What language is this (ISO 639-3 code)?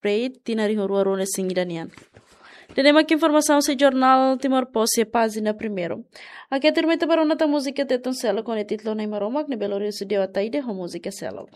tet